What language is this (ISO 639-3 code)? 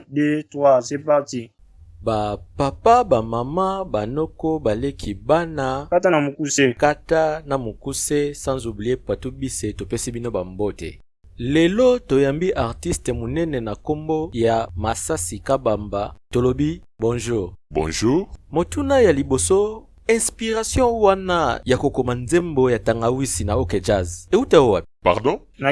lin